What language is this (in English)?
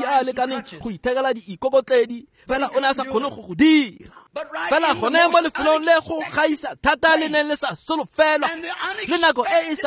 Tswana